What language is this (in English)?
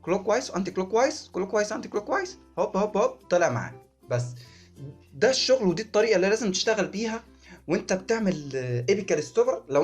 Egyptian Arabic